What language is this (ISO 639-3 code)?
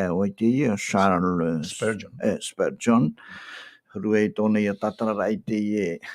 tah